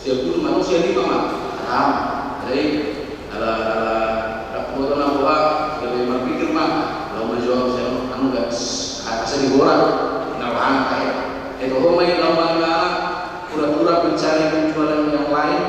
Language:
Batak Toba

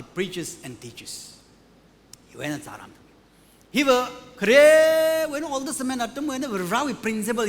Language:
Tangkhul Naga (India)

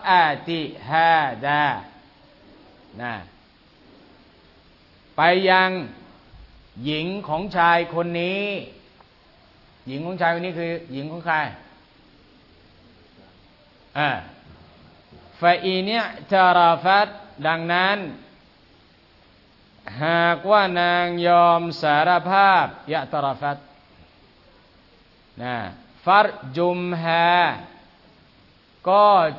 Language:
Thai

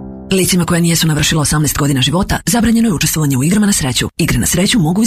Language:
Serbian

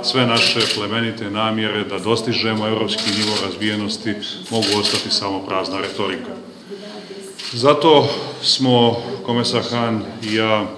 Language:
Serbian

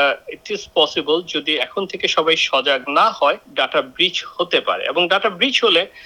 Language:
Bangla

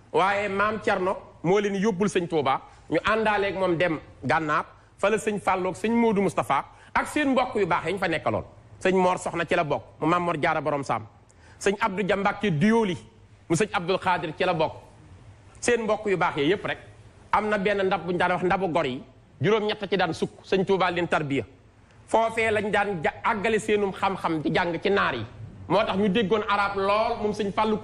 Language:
Wolof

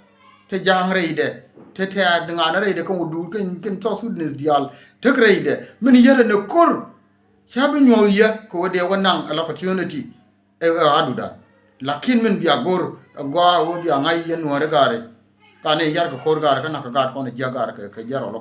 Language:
Nuer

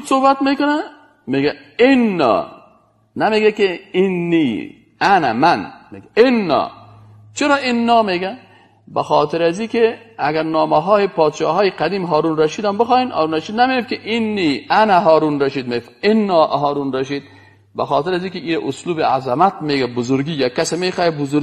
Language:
Persian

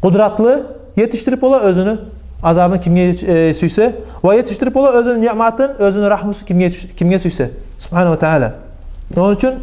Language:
Kumyk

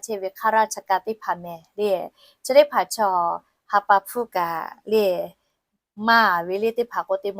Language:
Lahu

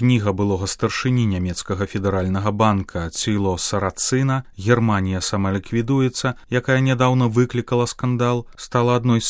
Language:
Belarusian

